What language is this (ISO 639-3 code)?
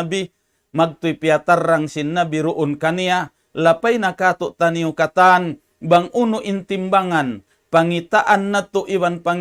tsg